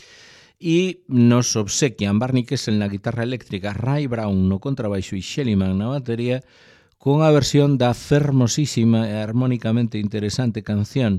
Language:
Galician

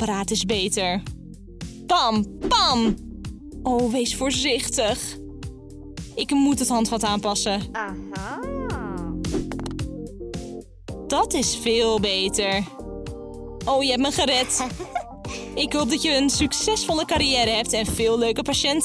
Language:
Dutch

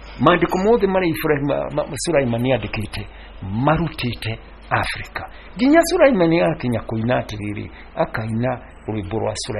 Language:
Kikuyu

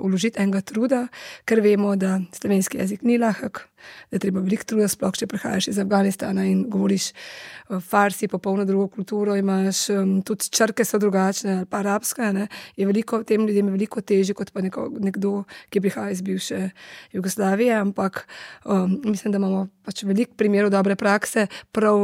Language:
Slovenian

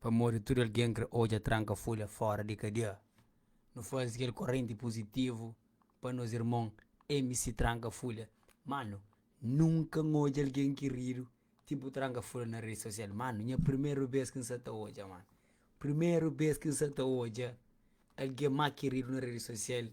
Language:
Kabuverdianu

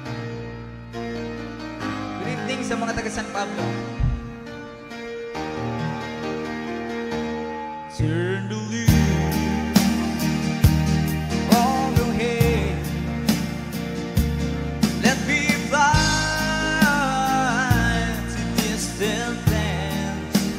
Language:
Filipino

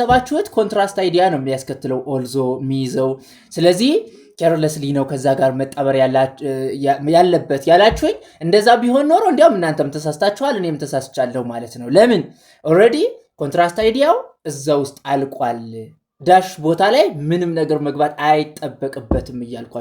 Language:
Amharic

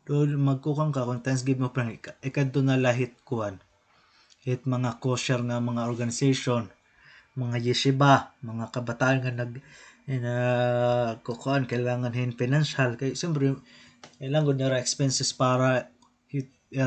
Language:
Waray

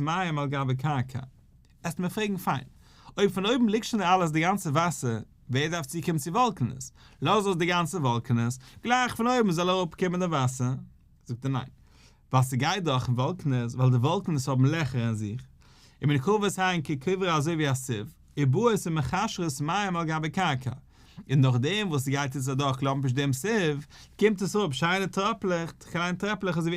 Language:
Yiddish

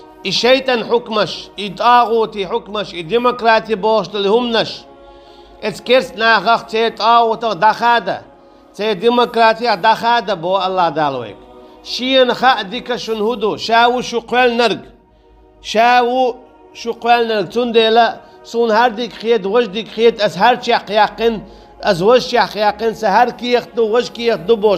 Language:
Chechen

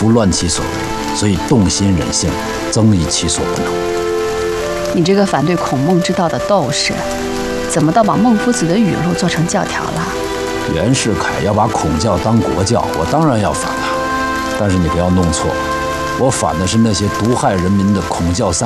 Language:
Chinese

